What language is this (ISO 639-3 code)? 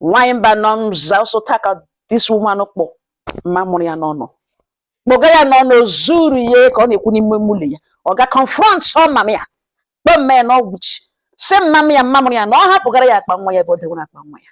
ibo